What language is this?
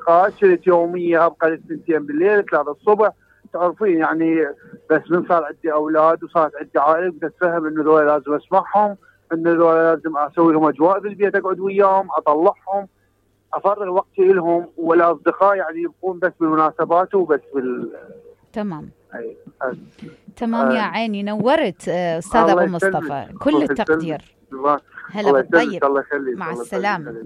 Mesopotamian Arabic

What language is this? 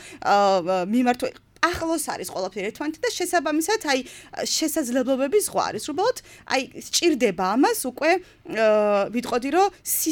Georgian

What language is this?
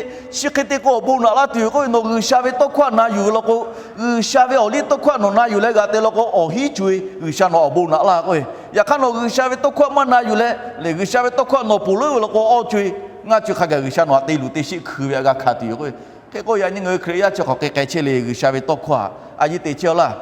Lahu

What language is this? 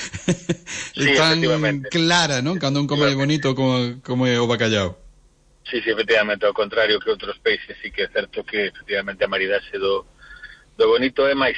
Galician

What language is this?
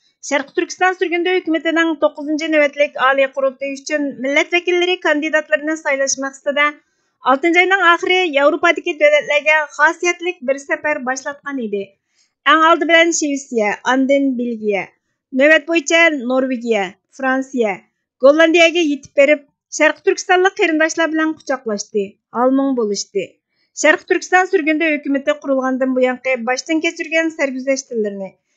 Uyghur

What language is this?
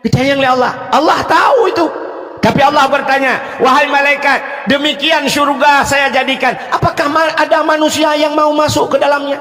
Achinese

